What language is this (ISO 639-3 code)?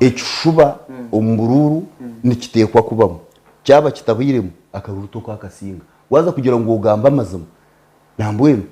nyn